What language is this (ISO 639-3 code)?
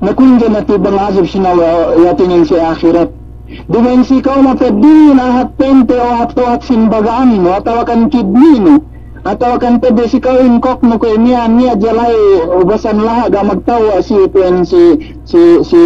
yka